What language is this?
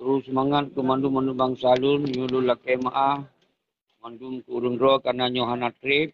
Achinese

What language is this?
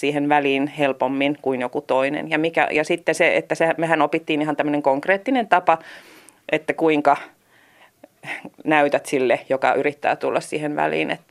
Finnish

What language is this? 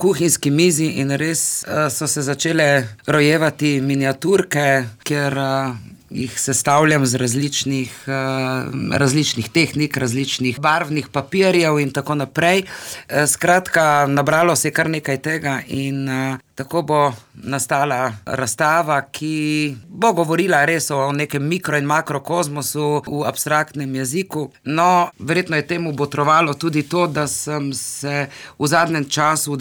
Slovenian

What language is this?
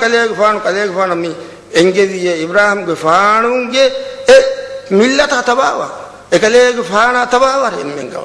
Divehi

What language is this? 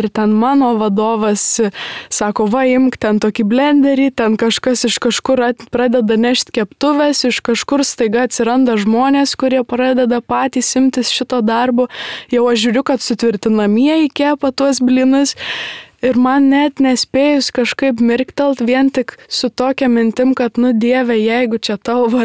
Lithuanian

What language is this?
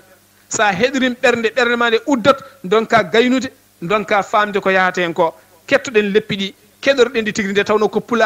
Fula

